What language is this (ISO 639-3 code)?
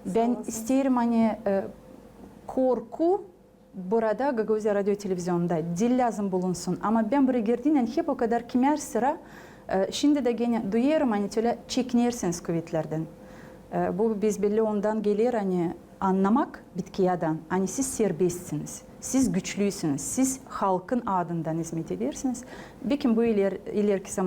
gag